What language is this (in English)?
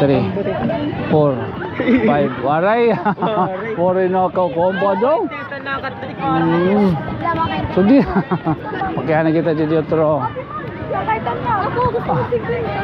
Waray